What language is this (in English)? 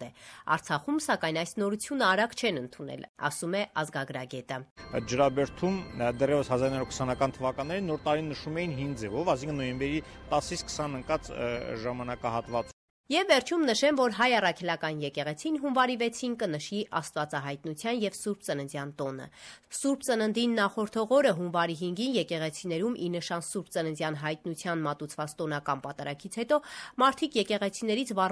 Armenian